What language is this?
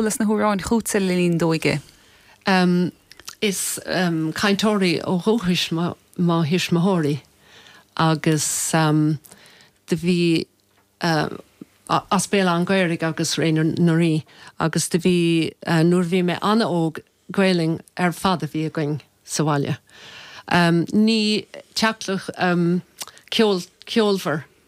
Irish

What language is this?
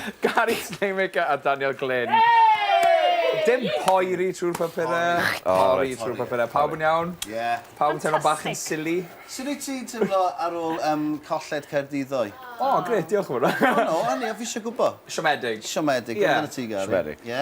Welsh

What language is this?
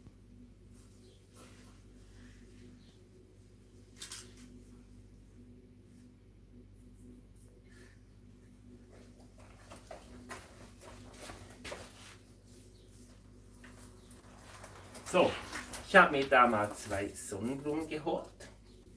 German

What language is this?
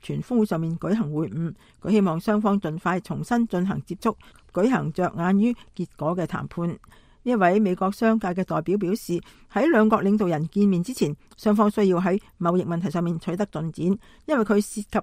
Cantonese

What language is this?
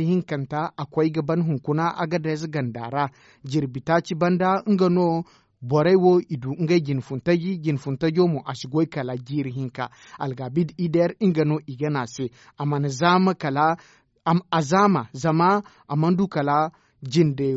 Zarma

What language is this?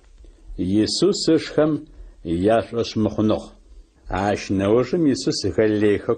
Adyghe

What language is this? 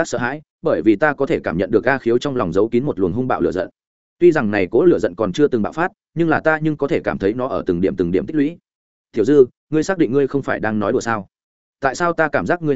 Vietnamese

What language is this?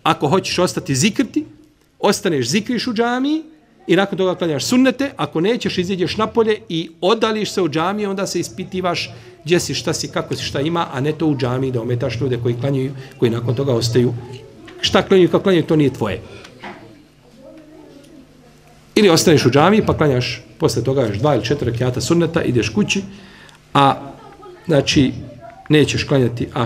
Bosnian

